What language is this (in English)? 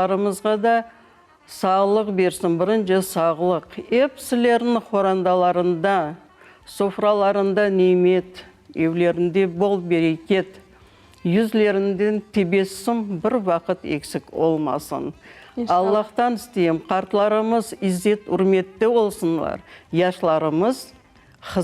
Crimean Tatar